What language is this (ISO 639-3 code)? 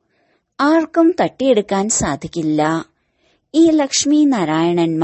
mal